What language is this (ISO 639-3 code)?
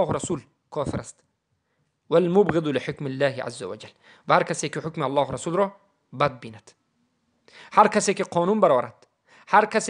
tgk